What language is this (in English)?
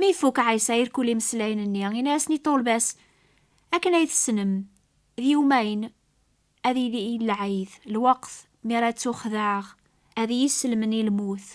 Kabyle